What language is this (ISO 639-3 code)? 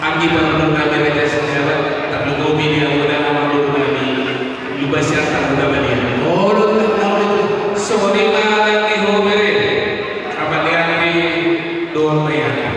bbc